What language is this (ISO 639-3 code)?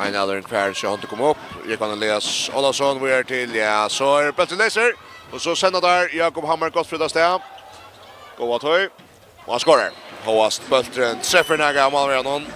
fao